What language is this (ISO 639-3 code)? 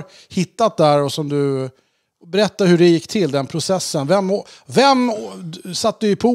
swe